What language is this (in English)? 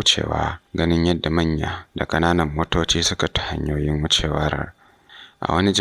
Hausa